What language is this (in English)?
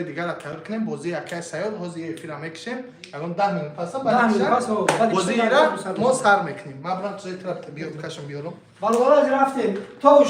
Tajik